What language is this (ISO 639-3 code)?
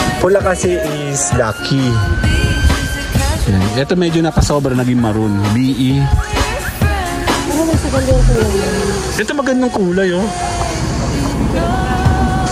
fil